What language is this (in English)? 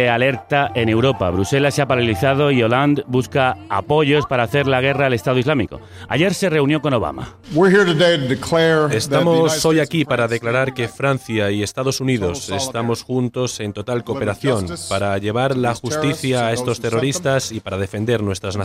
Spanish